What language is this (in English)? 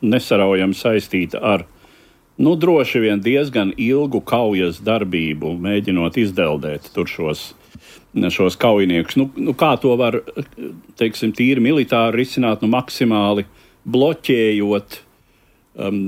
Latvian